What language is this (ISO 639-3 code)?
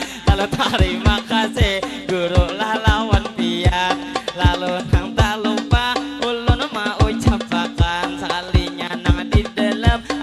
bjn